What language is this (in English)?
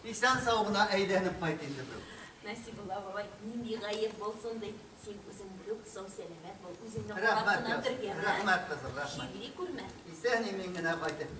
Tatar